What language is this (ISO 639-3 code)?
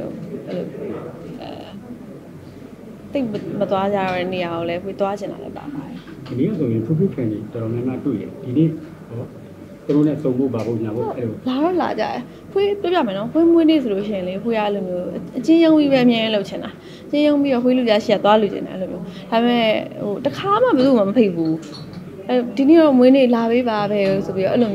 mya